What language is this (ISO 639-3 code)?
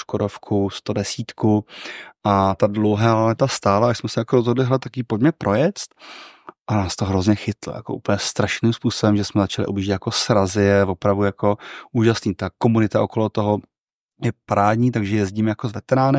ces